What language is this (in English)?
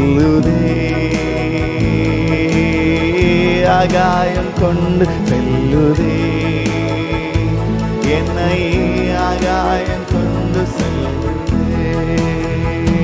Tamil